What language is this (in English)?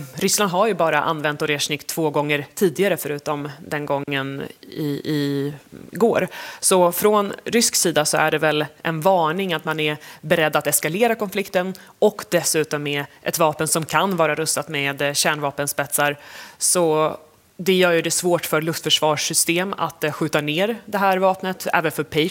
Swedish